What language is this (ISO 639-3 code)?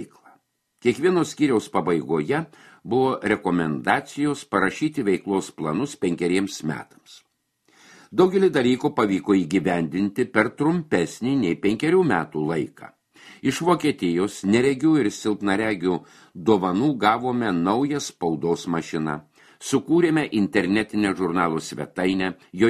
lit